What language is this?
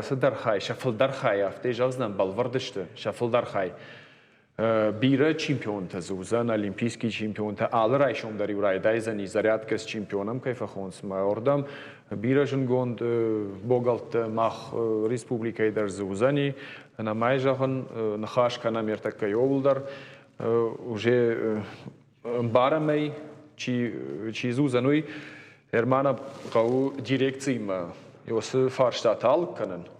Ossetic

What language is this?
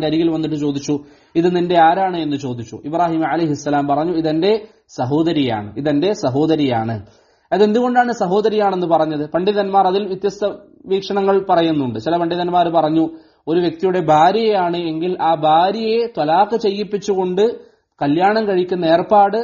Malayalam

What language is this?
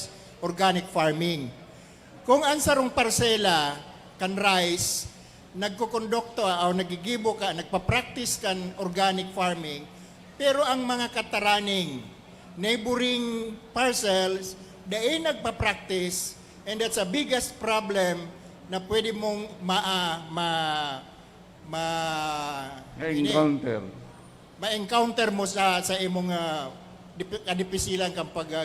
Bikol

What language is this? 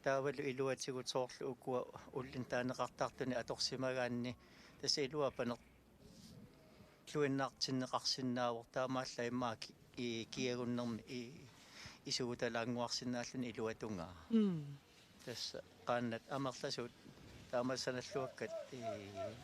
Kalaallisut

